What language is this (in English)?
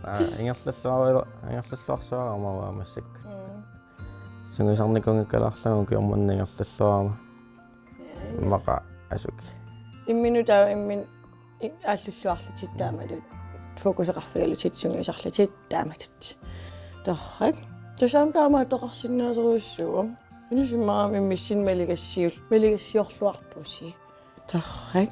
Kalaallisut